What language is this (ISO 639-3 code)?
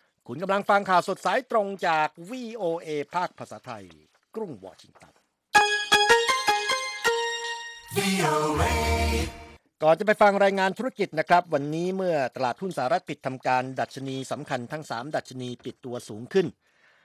tha